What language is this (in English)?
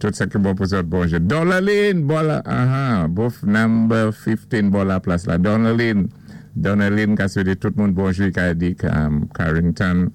Saint Lucian Creole French